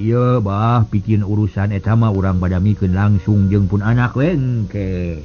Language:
Sundanese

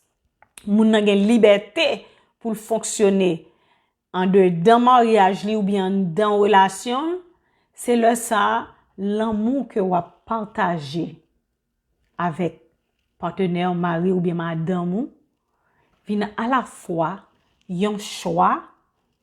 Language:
Haitian Creole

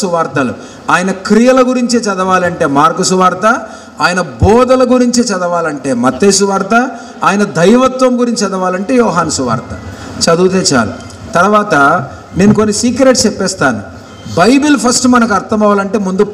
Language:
Telugu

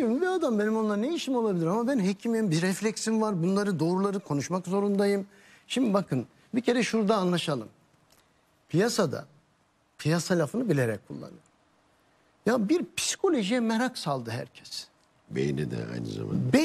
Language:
Turkish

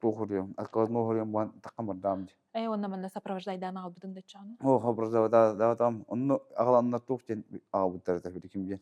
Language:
Yakut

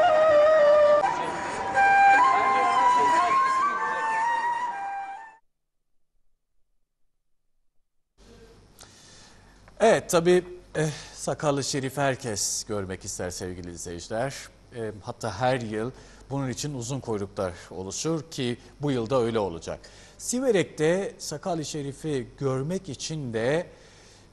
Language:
Turkish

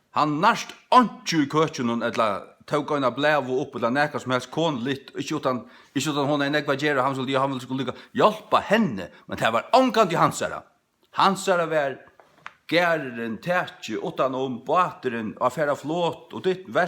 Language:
Faroese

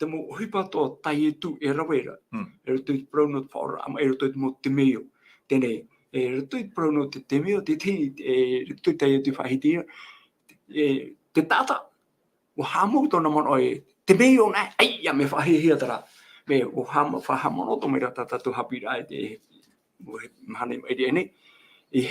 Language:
Tahitian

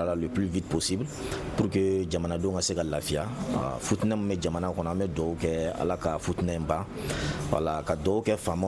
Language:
Bambara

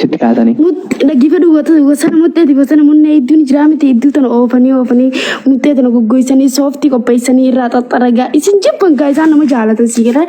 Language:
Oromo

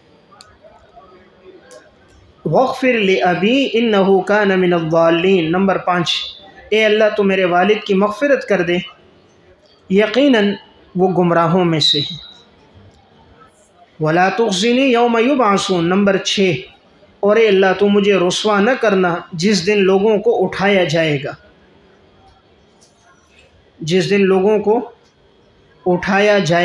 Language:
Urdu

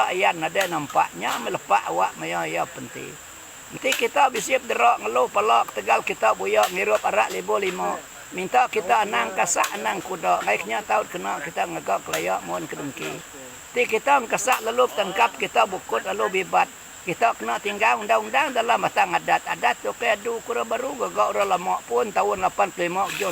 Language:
Iban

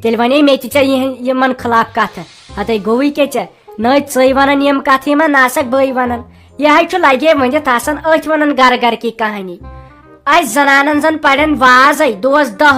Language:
Kashmiri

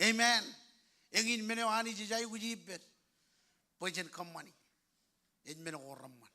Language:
Marshallese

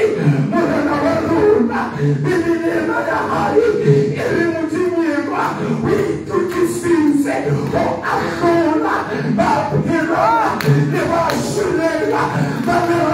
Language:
Southern Sotho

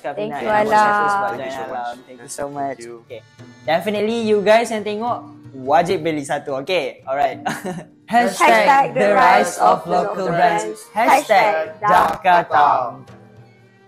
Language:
Malay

